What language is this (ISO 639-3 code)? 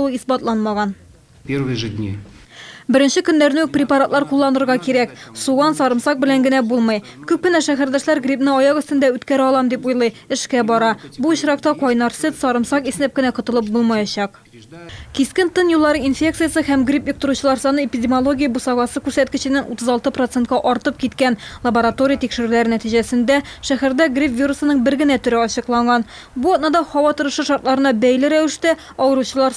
tat